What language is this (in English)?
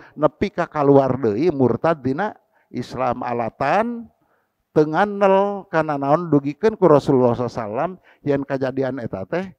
Sundanese